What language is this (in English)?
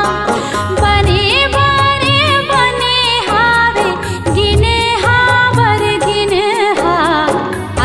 Chhattisgarhi